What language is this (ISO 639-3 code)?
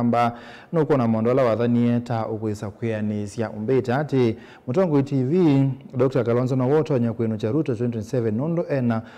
kam